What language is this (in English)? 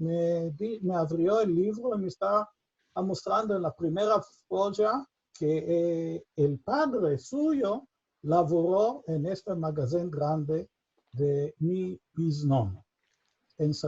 Ladino